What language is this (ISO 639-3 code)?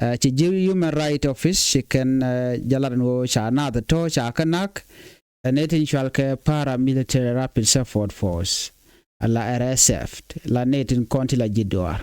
nus